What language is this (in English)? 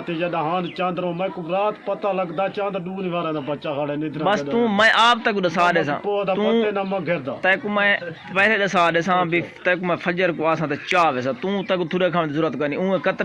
Saraiki